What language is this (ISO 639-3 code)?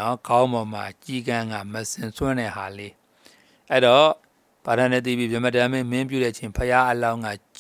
mya